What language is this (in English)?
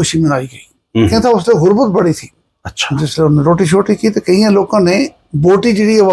Gujari